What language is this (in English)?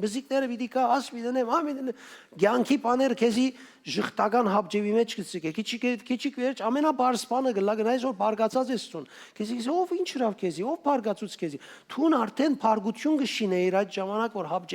Western Armenian